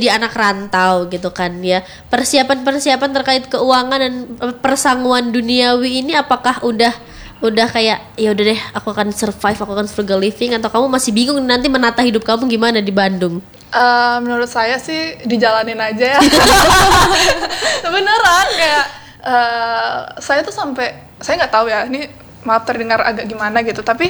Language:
Indonesian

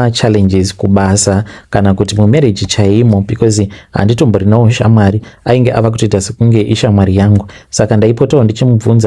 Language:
Shona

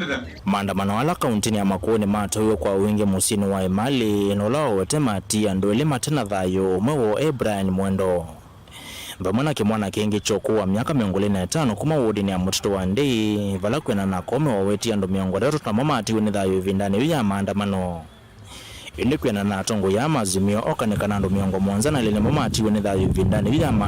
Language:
Kamba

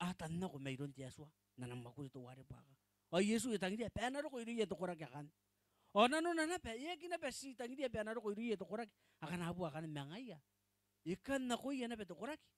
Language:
Gilbertese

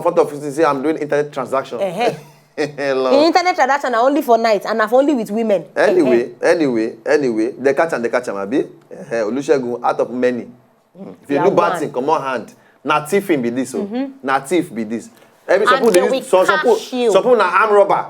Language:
Nigerian Pidgin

